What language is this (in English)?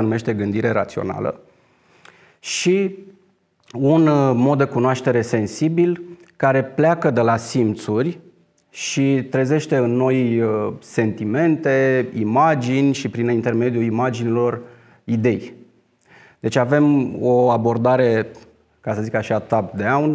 Romanian